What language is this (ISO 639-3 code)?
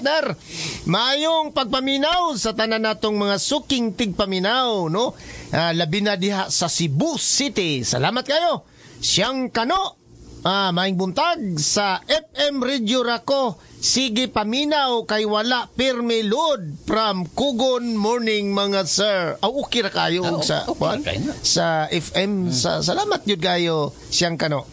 ceb